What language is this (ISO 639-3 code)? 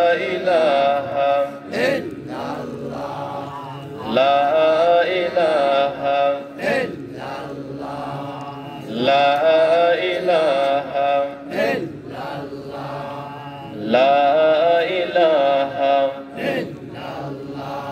ben